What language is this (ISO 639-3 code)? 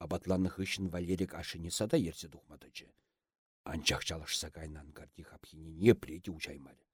chv